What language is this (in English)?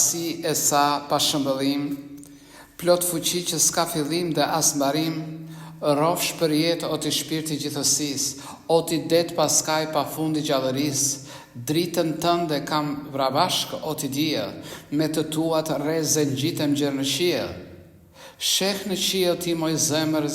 Albanian